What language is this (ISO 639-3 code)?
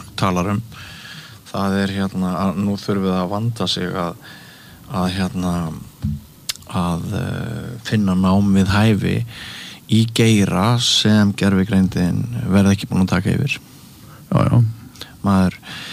isl